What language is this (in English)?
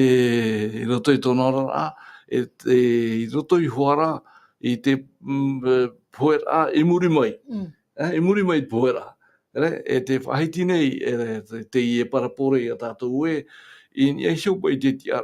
Tahitian